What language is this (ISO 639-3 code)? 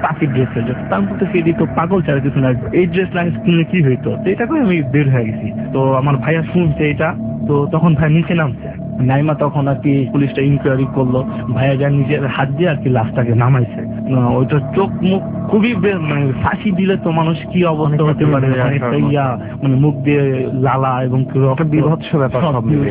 ben